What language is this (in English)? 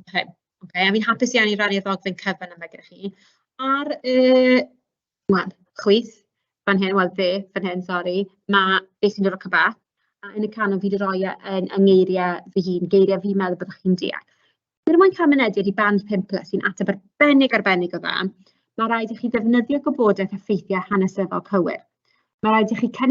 Welsh